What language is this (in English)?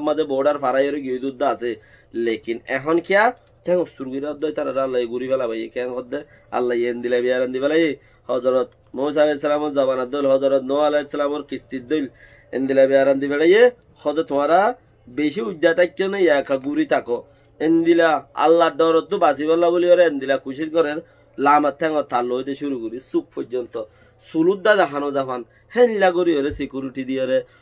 Rohingya